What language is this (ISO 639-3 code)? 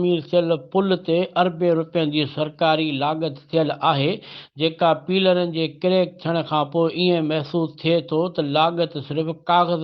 snd